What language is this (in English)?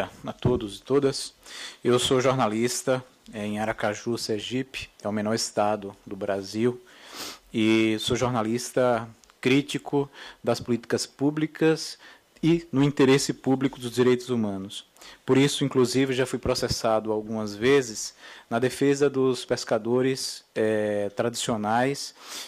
Portuguese